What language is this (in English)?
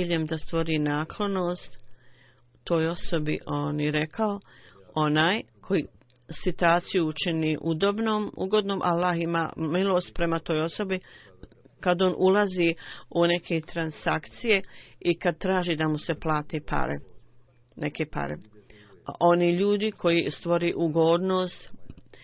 Bosnian